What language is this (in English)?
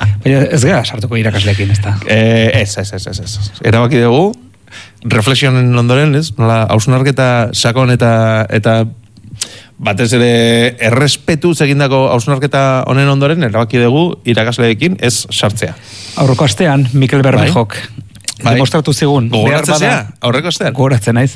Basque